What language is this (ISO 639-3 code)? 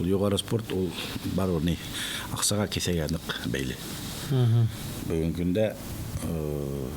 bak